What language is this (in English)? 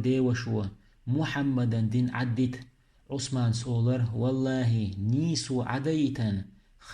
Chechen